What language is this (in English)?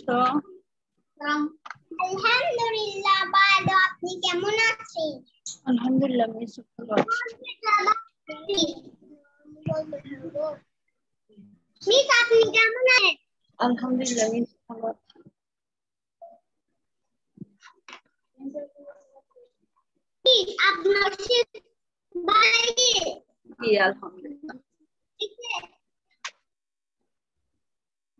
Bangla